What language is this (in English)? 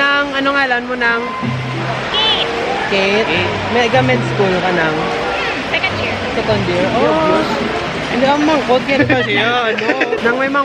Hiligaynon